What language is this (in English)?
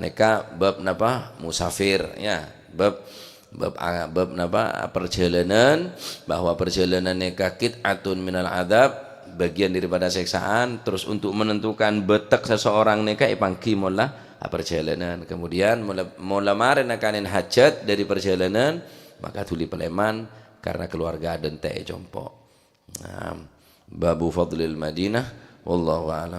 Madurese